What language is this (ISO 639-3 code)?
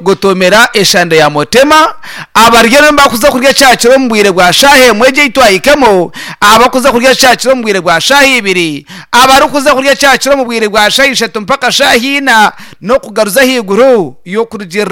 nyn